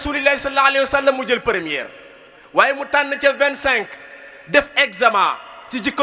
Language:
Wolof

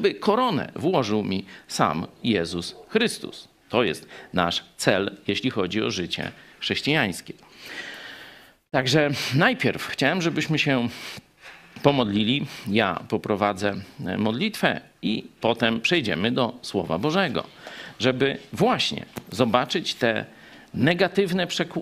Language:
Polish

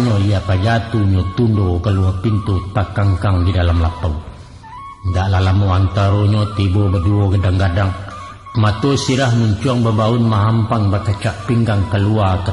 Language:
Minangkabau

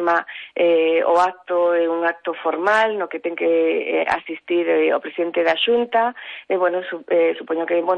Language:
Galician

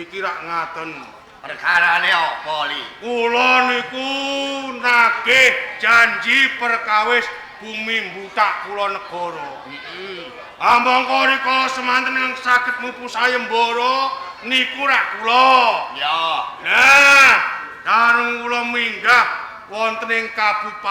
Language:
Javanese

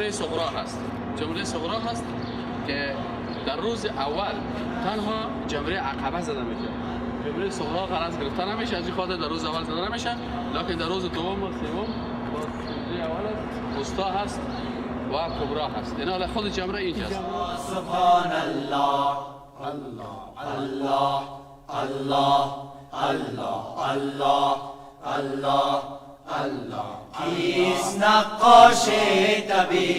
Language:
Persian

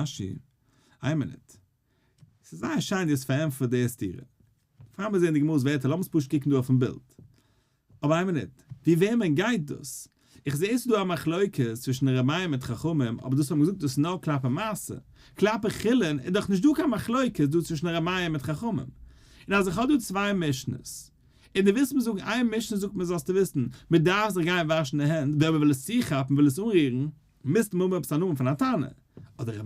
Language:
Yiddish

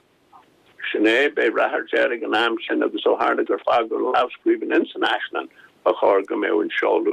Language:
Irish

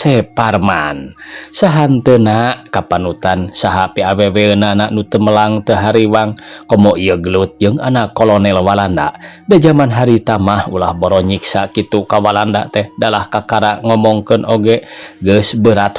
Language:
Sundanese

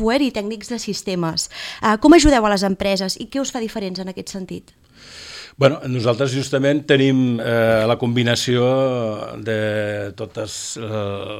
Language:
Catalan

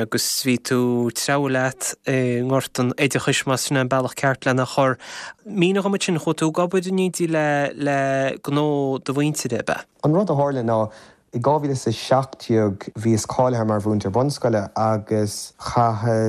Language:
Irish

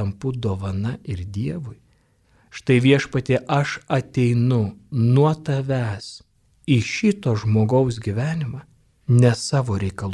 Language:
Lithuanian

